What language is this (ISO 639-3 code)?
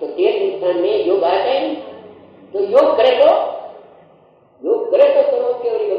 guj